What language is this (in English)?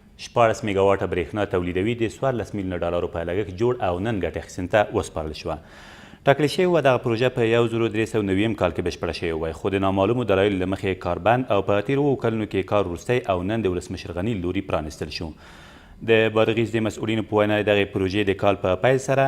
Pashto